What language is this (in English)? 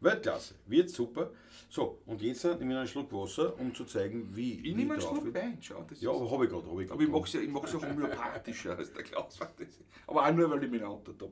Bavarian